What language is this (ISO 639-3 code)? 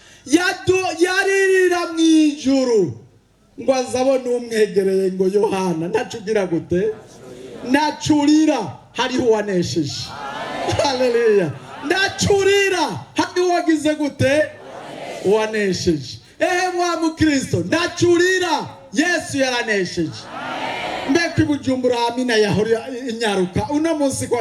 run